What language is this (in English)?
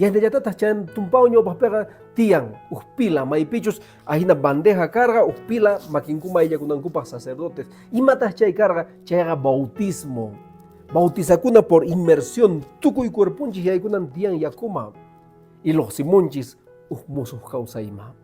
Quechua